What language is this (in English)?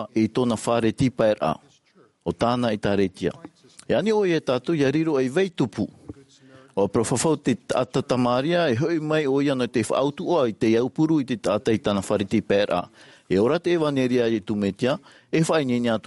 Tahitian